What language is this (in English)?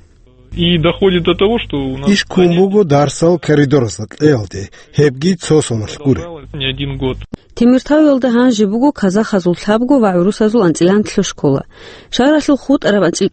Avaric